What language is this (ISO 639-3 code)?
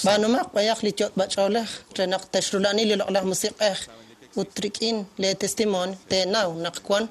kek